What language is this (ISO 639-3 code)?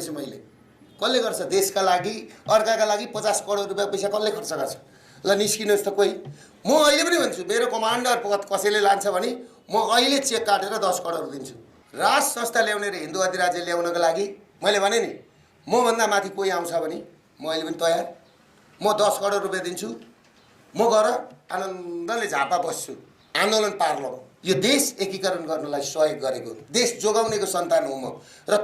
nep